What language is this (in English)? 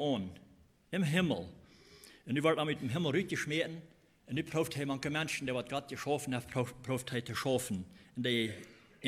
Plautdietsch